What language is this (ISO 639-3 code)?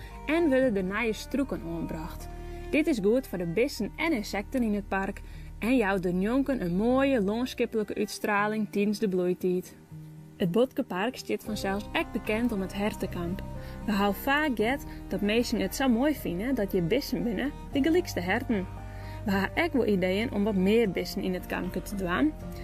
fry